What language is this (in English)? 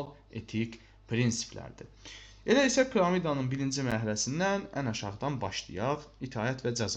Azerbaijani